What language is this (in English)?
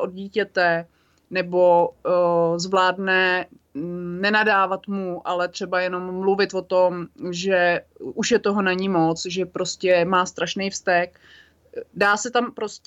Czech